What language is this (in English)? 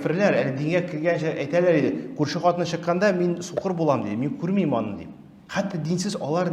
Tatar